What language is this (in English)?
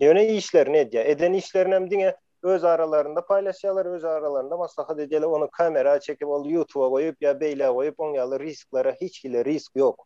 Turkmen